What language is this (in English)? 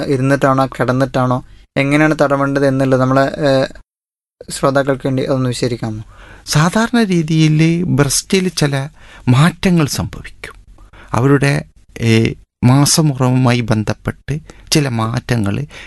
Malayalam